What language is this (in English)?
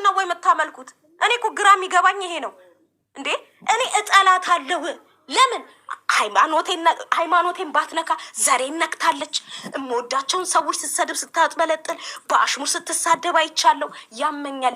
Amharic